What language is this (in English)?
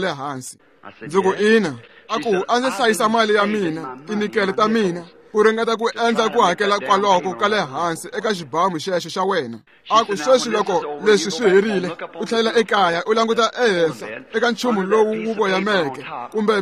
Tsonga